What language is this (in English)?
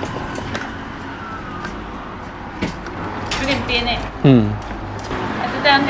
Chinese